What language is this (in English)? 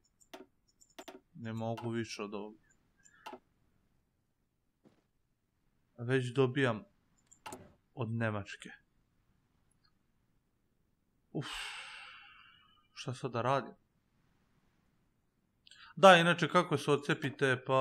Serbian